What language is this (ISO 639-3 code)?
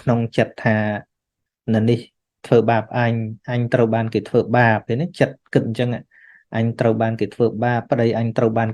khm